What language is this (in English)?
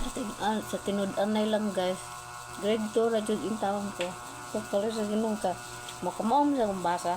Cebuano